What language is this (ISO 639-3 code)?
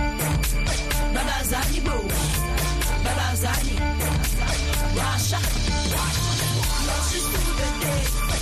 swa